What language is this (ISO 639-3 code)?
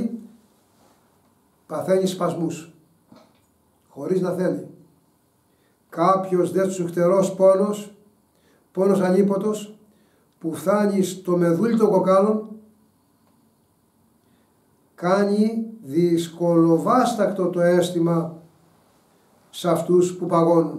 ell